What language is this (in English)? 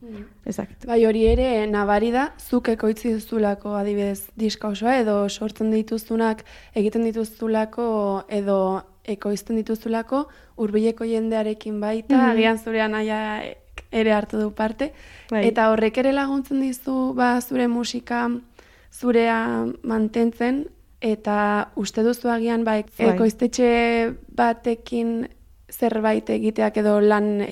Basque